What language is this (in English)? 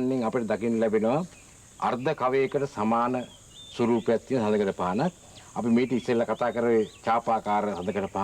Sinhala